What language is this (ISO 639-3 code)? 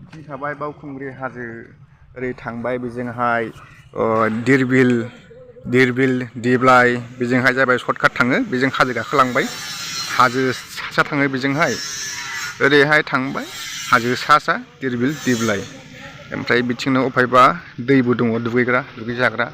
brx